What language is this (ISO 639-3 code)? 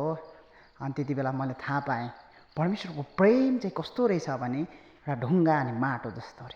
nep